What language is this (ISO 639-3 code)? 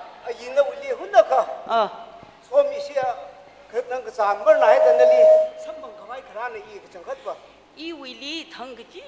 nmf